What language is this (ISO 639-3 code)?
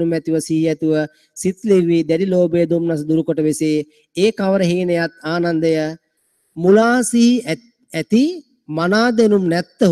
sin